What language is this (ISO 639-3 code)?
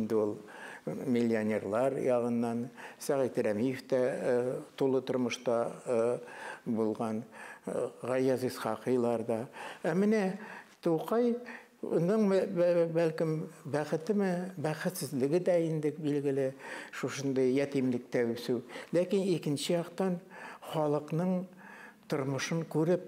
tat